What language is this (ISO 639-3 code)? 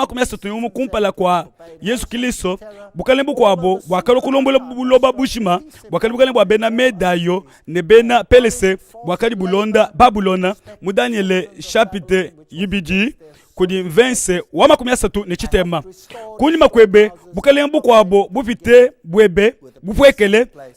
lua